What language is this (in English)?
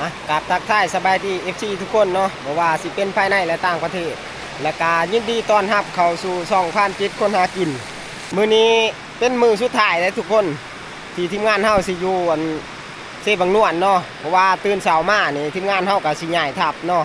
Northeastern Thai